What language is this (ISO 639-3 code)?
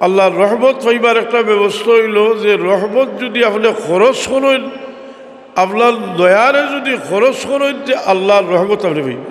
syl